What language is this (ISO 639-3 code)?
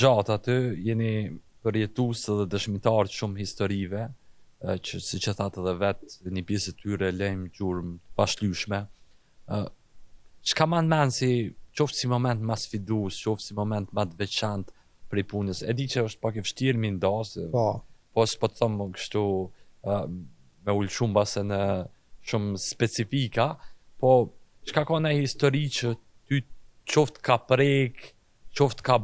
sqi